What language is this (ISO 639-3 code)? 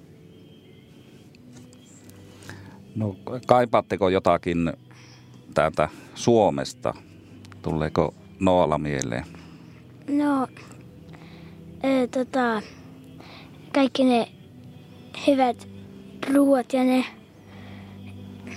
fin